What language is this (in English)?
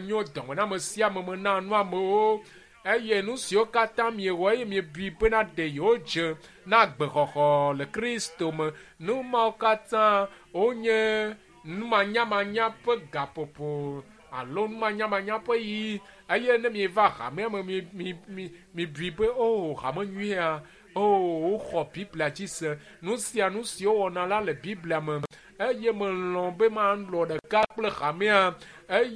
Ewe